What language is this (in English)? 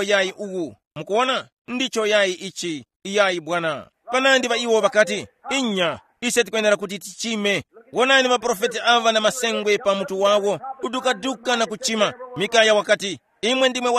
Tumbuka